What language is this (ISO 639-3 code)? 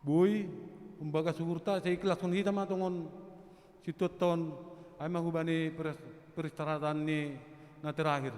bts